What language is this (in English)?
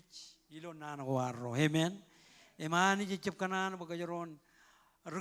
Marshallese